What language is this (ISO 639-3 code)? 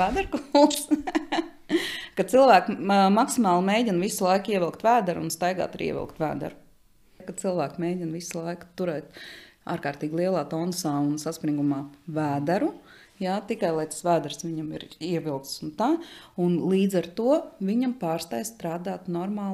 lav